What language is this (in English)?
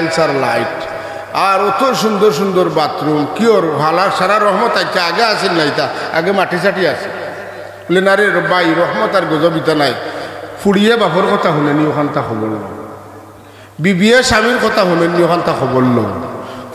Sylheti